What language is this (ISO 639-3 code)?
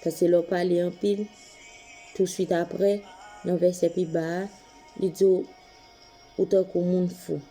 hat